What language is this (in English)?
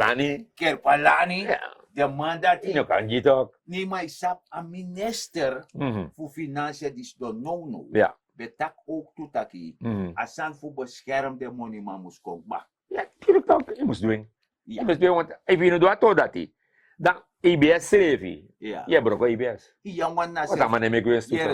Sranan Tongo